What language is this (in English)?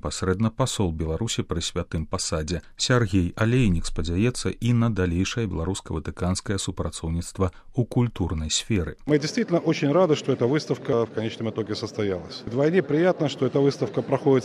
Belarusian